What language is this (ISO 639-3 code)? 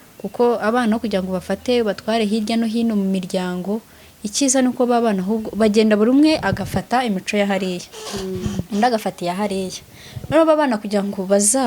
kin